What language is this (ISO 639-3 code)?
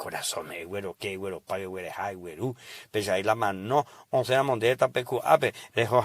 grn